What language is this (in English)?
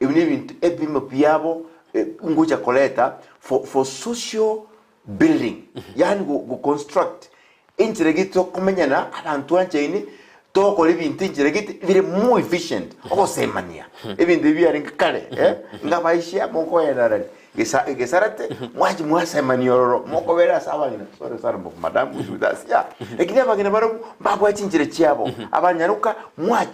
Gusii